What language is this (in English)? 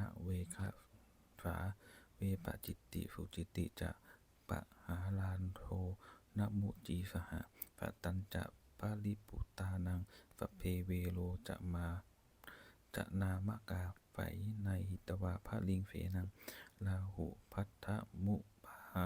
Pali